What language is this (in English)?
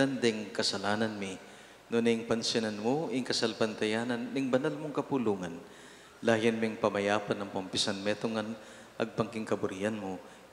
Pampanga